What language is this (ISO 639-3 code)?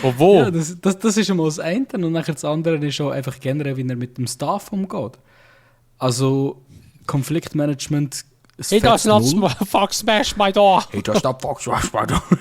gsw